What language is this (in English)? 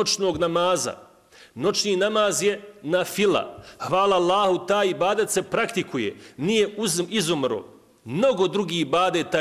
Bosnian